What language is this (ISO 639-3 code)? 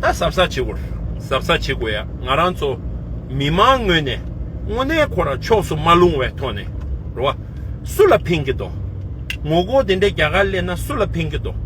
bod